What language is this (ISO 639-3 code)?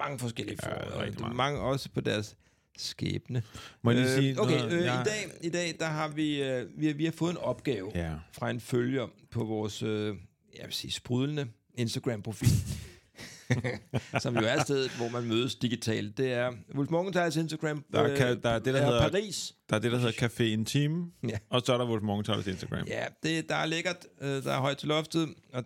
dan